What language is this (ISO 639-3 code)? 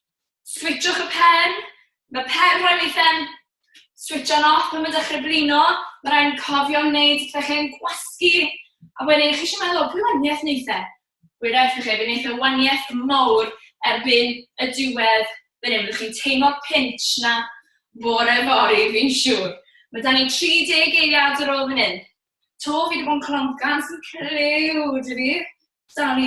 cym